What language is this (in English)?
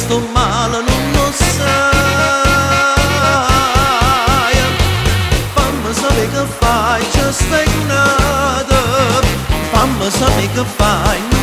Italian